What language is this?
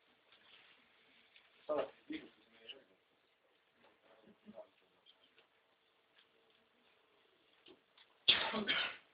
Estonian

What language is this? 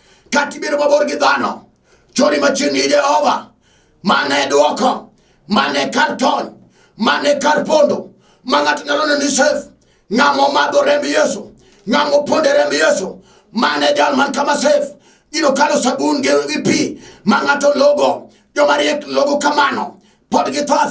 Luo (Kenya and Tanzania)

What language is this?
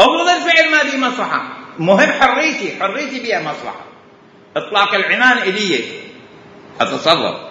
Mesopotamian Arabic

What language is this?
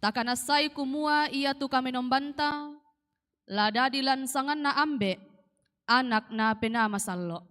Toraja-Sa'dan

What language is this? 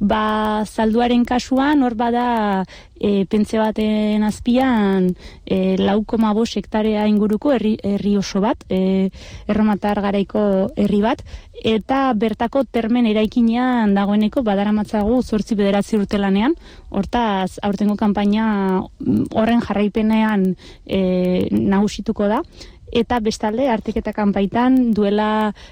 Basque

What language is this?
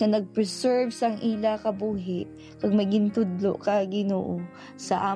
Hiligaynon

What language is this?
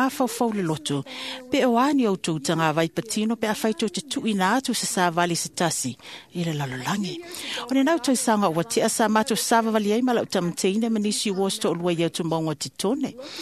Samoan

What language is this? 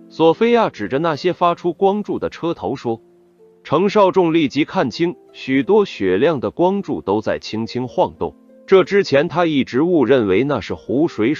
Chinese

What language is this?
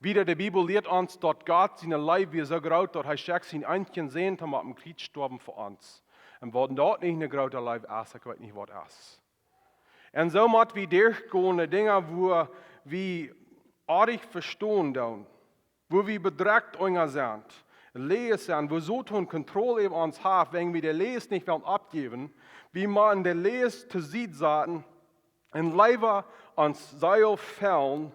Plautdietsch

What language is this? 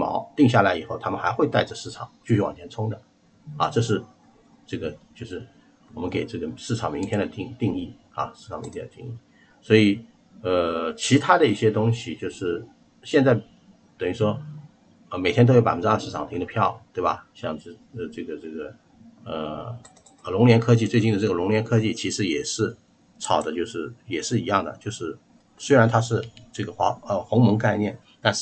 Chinese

